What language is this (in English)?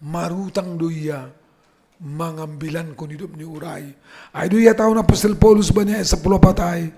Batak Simalungun